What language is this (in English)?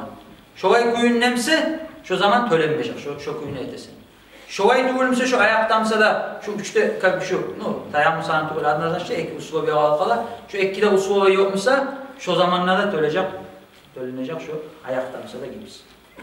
Kumyk